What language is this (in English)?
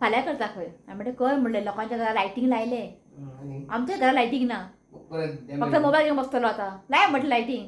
Konkani